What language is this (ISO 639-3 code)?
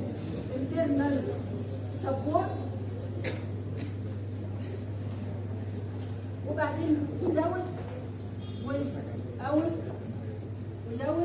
arz